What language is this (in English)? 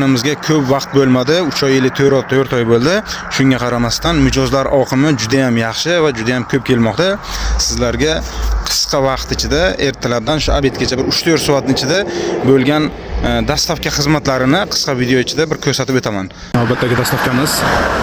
Uzbek